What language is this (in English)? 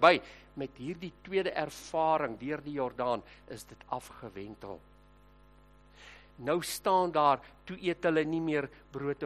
Afrikaans